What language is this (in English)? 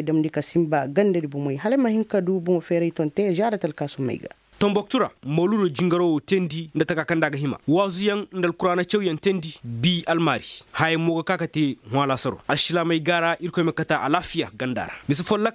Koyraboro Senni